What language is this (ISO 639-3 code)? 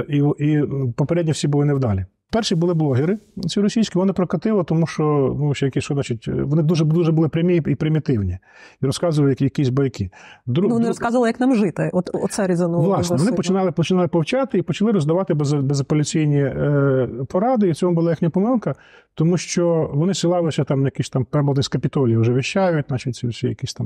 ukr